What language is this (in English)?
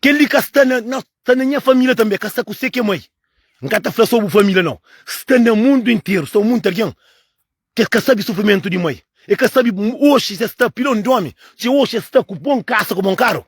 Kabuverdianu